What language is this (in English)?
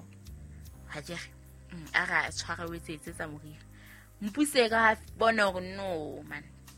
Southern Sotho